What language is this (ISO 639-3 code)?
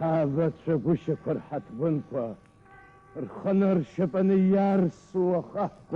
abk